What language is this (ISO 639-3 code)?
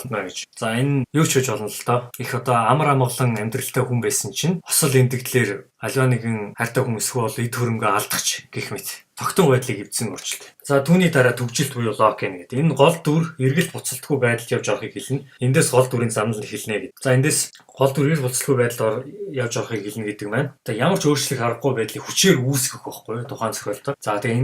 mon